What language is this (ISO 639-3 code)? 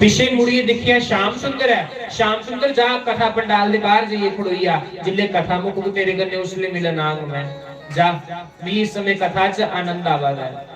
doi